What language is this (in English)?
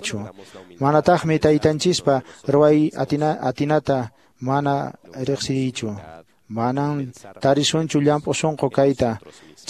Quechua